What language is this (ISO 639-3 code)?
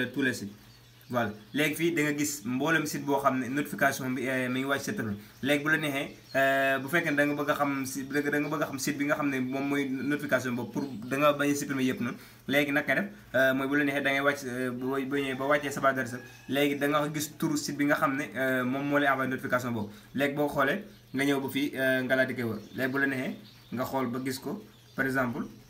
wol